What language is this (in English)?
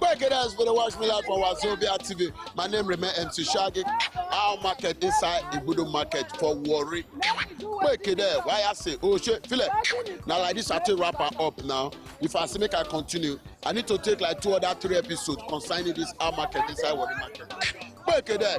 Nigerian Pidgin